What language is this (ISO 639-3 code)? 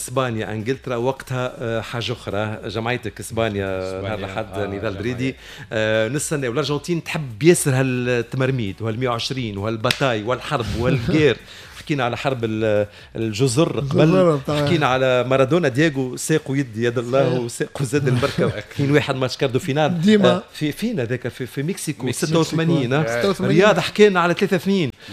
aeb